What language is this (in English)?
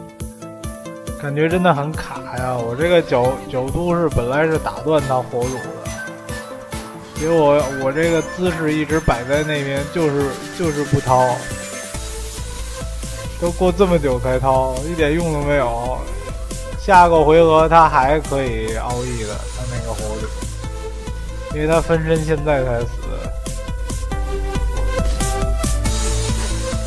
Chinese